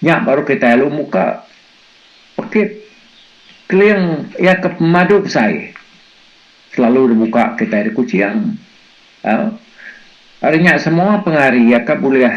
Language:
Iban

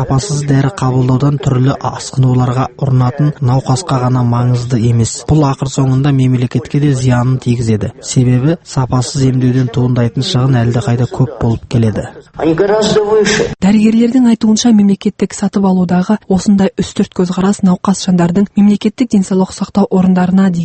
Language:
Kazakh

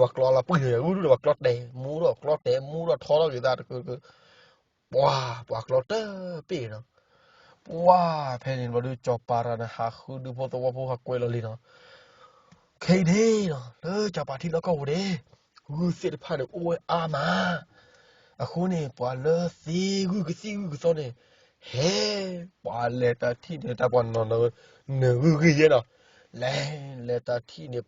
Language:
S'gaw Karen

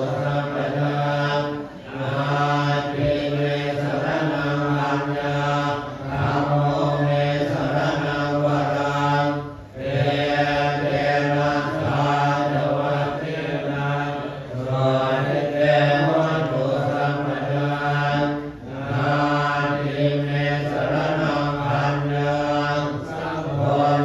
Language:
Pali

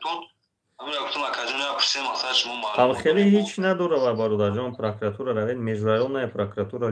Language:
Tajik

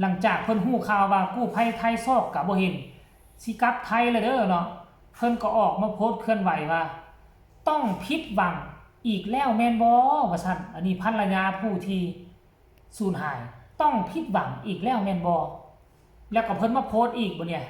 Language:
Northeastern Thai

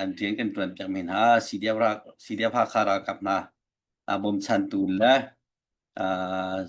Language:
Hakha Chin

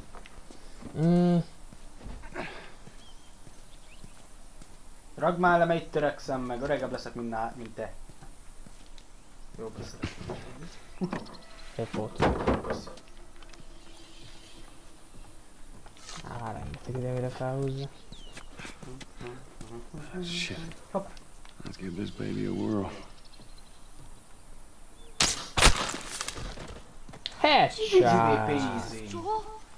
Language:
Hungarian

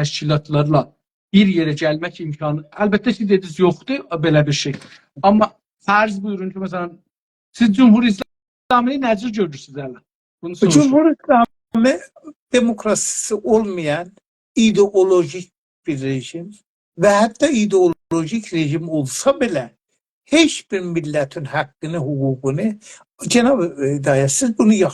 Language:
South Azerbaijani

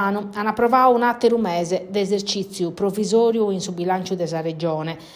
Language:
Sardinian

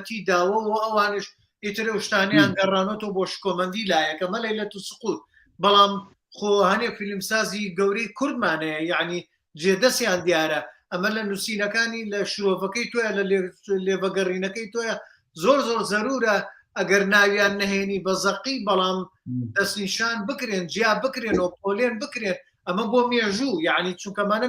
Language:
Central Kurdish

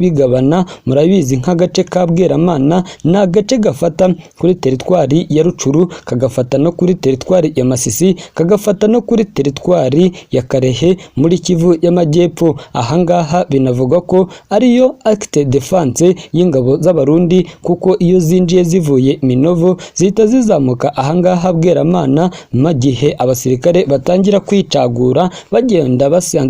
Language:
Kinyarwanda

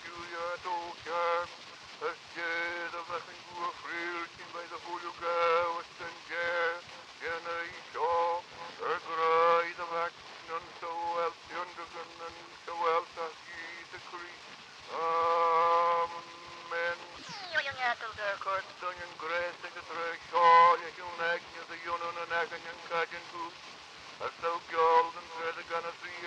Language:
Manx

